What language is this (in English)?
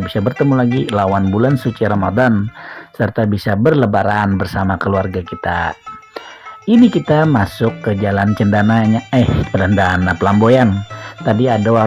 Banjar